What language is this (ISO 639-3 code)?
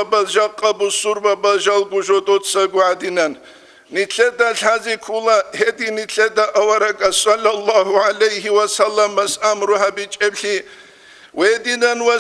ava